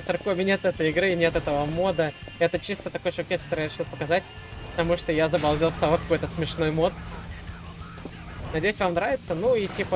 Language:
Russian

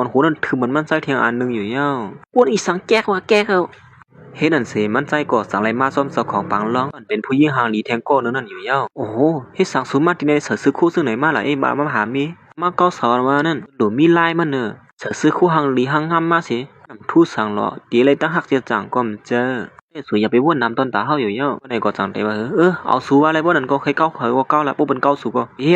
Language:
Shan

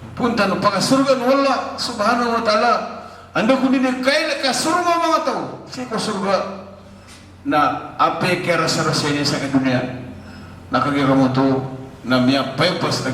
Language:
Maranao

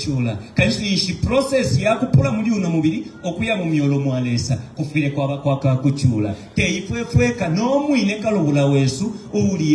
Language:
Bemba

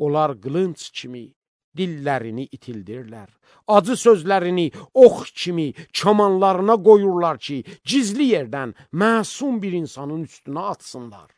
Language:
Azerbaijani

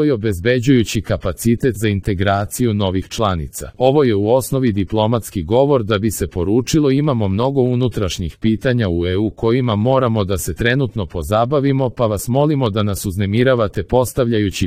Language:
Serbian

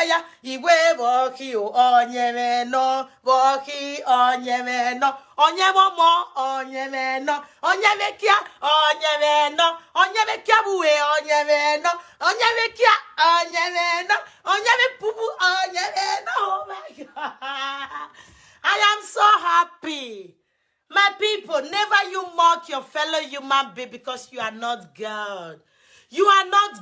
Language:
Nigerian Pidgin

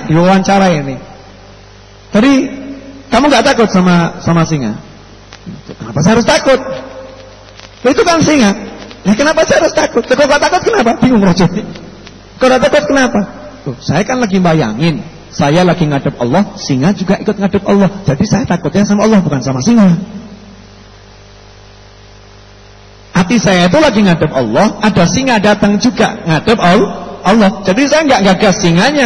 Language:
Indonesian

